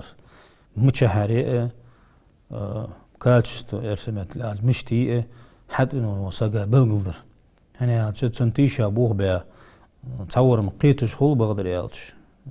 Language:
Ingush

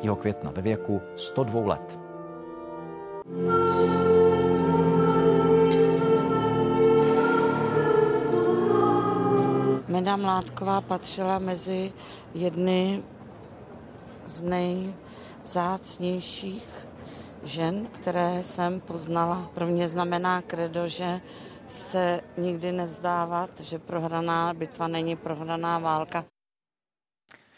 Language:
Czech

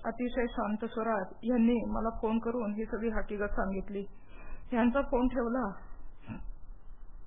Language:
Marathi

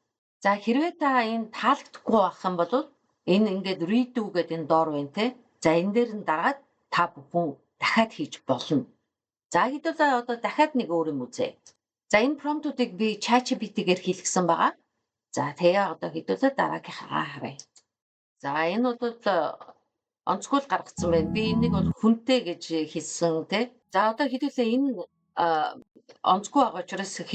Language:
Mongolian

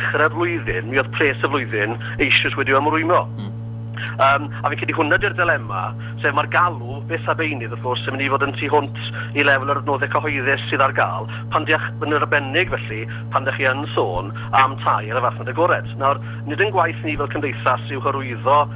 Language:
Welsh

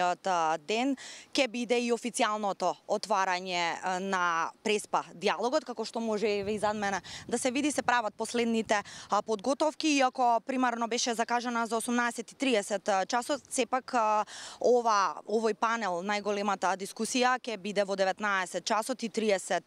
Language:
Macedonian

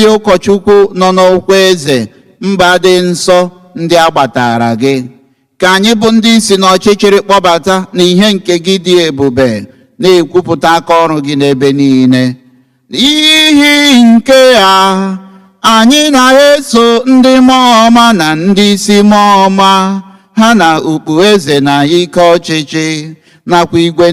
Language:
Igbo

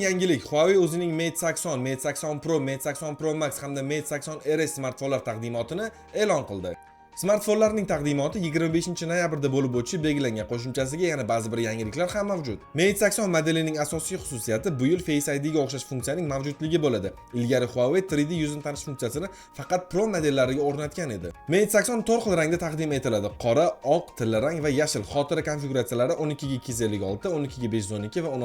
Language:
Uzbek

